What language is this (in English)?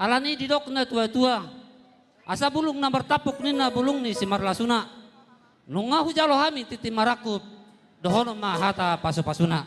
Batak Toba